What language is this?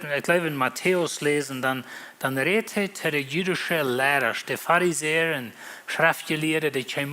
Plautdietsch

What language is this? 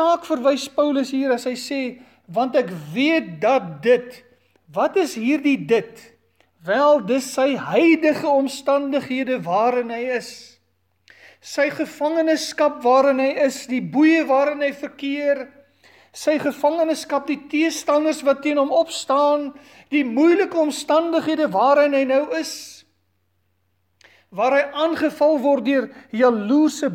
Afrikaans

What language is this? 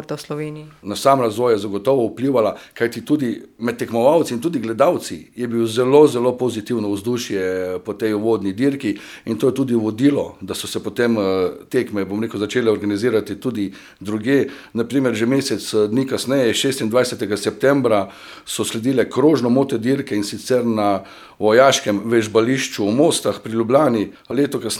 Slovenian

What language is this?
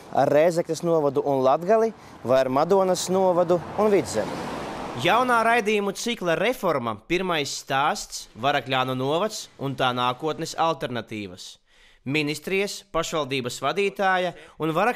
Latvian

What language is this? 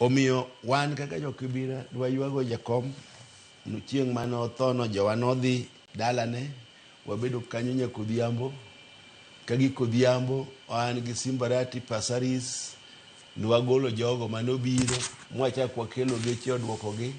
Luo (Kenya and Tanzania)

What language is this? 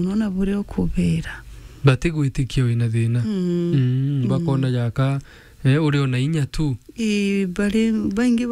Meru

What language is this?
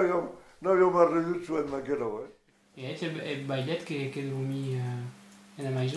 Occitan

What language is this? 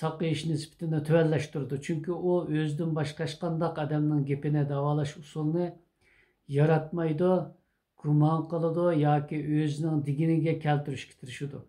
Uyghur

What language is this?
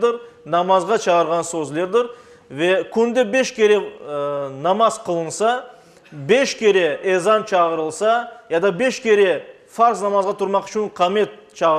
Crimean Tatar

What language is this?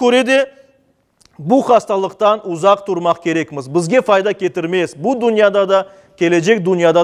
Crimean Tatar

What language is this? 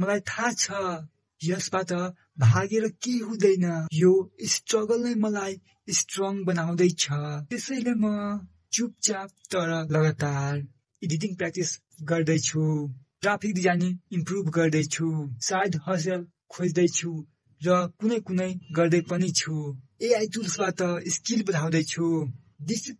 Nepali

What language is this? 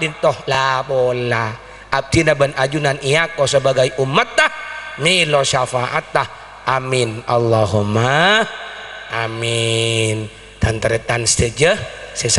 Madurese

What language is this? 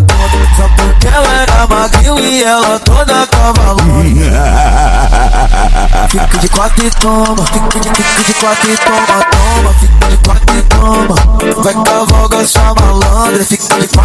Portuguese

